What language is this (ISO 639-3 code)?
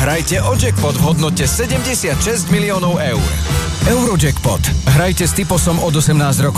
slk